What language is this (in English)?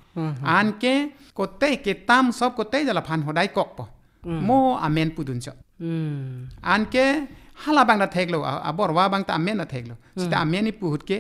Karbi